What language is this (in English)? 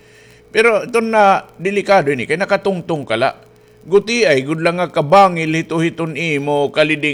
Waray